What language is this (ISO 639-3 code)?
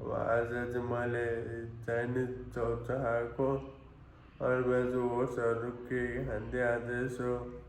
nep